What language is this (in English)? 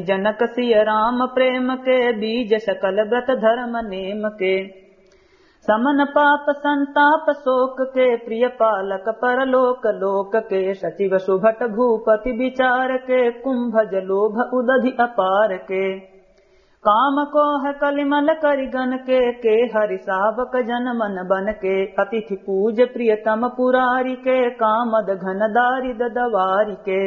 Awadhi